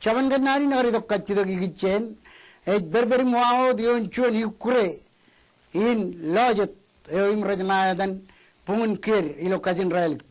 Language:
Marshallese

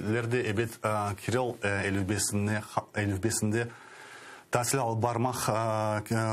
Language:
Crimean Tatar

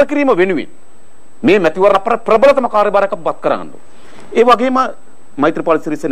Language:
Sinhala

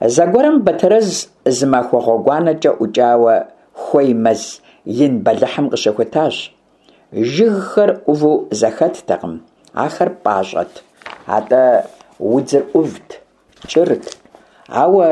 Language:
Kabardian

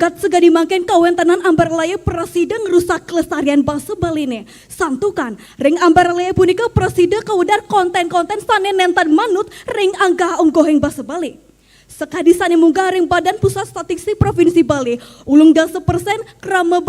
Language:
Balinese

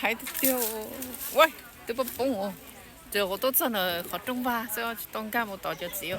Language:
Hmong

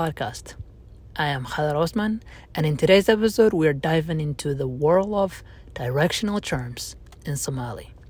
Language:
English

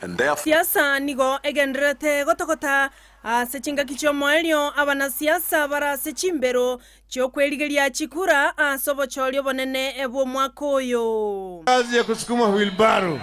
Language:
Gusii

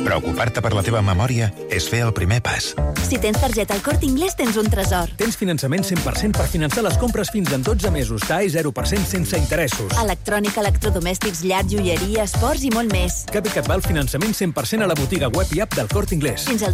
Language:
Catalan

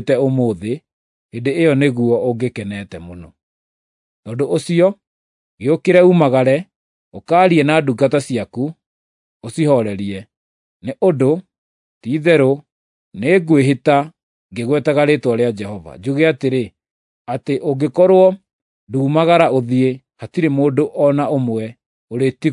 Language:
Kikuyu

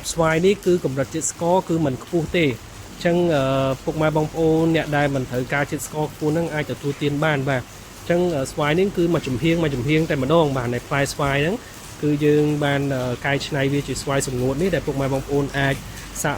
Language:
Khmer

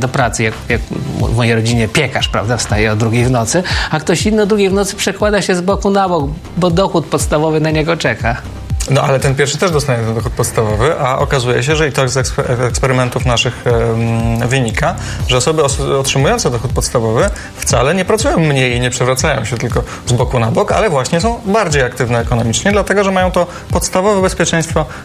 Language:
Polish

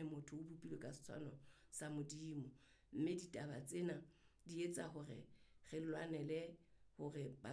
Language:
Southern Sotho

